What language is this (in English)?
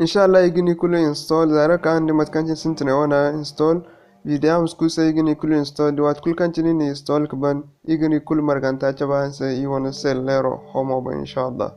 Zarma